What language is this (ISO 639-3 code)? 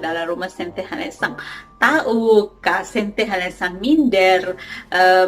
tet